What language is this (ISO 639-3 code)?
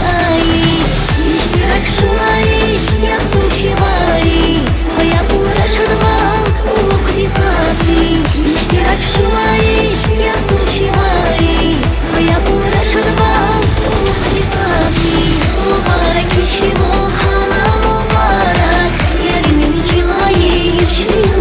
tab